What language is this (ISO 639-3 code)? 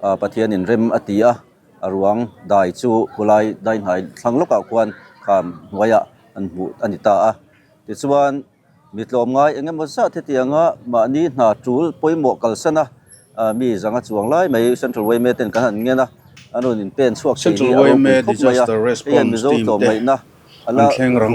lus